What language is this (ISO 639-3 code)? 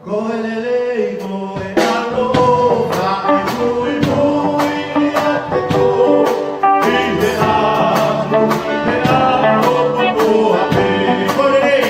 ton